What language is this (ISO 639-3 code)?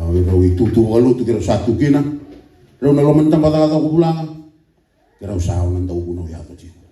fij